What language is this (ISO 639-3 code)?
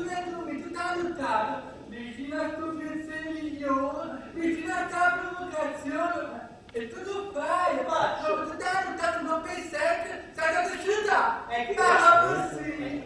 nap